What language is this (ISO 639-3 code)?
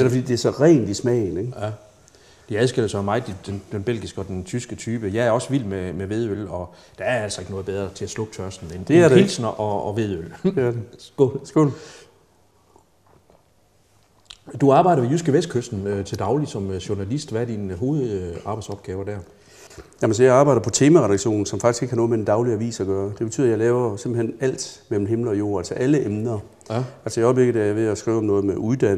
dan